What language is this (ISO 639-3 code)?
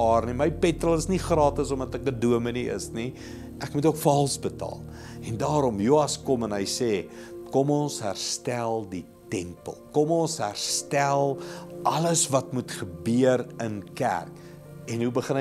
afr